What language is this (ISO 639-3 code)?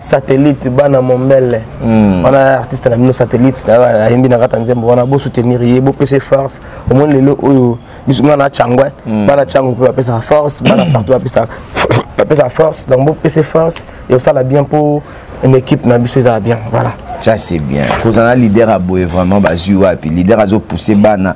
lin